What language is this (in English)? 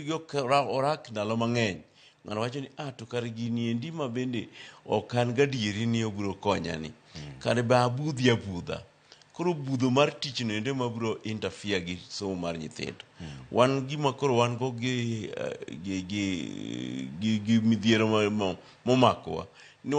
Luo (Kenya and Tanzania)